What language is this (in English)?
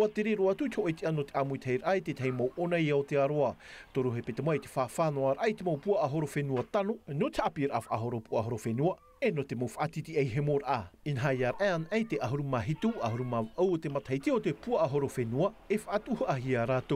Tahitian